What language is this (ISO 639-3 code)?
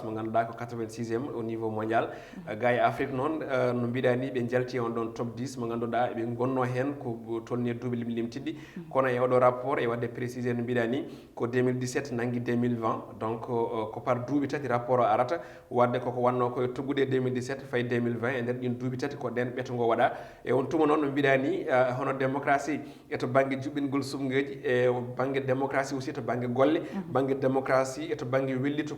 ful